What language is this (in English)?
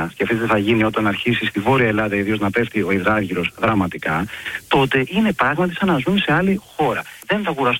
Greek